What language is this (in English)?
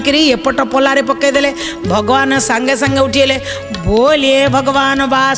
Odia